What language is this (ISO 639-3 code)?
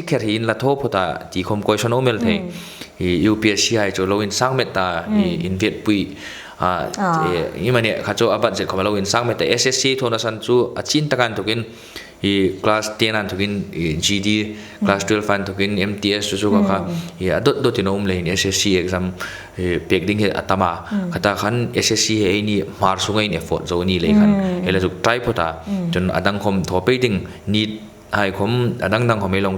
hmr